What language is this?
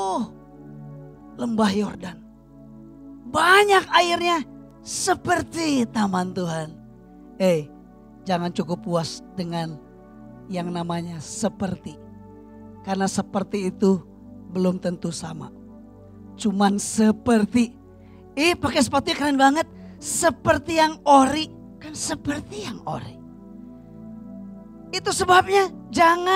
Indonesian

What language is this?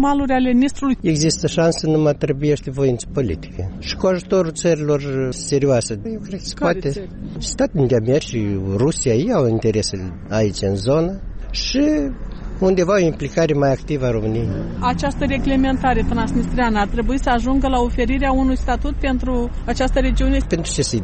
Romanian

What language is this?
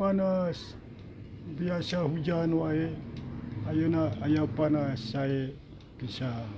Sundanese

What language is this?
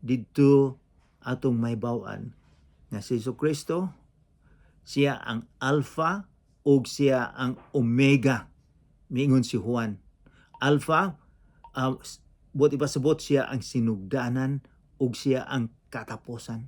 Cebuano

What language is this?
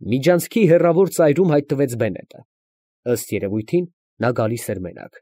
Armenian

